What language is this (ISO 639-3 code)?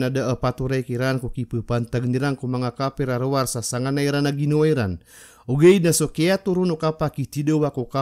mrw